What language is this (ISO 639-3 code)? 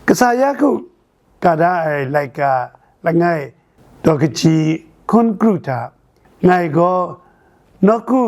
kac